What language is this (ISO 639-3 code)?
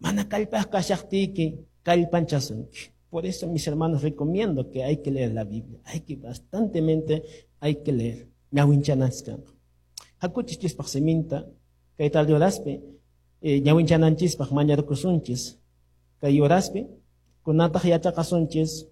que